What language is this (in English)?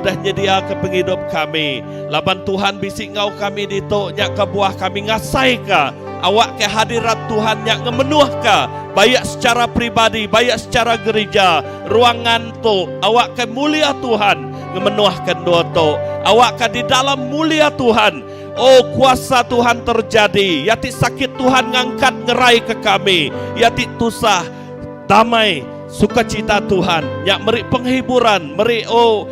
Iban